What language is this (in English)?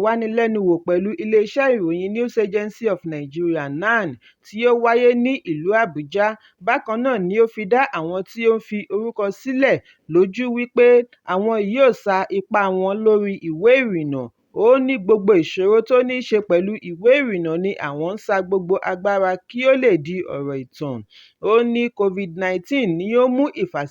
Yoruba